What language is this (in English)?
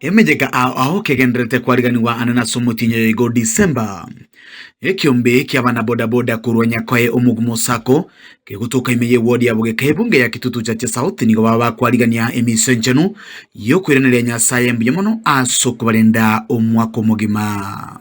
Gusii